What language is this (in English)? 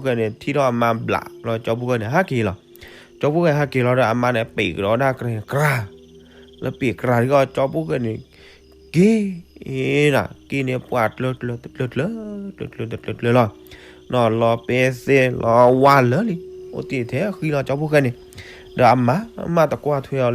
S'gaw Karen